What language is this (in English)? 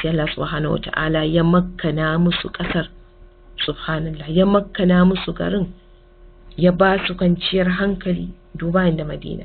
Hausa